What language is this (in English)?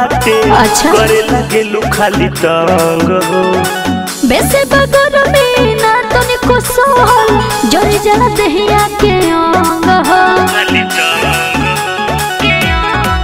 Bhojpuri